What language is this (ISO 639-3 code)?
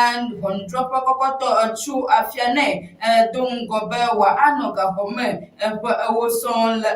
ewe